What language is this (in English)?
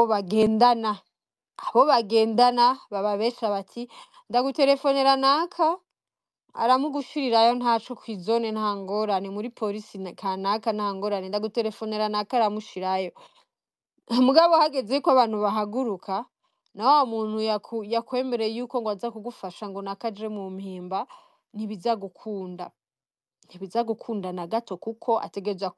Rundi